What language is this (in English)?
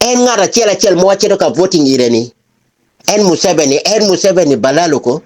Acoli